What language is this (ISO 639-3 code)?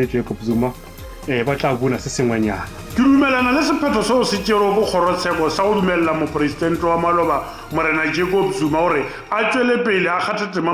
nso